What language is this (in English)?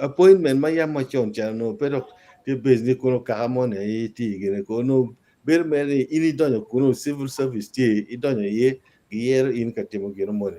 Acoli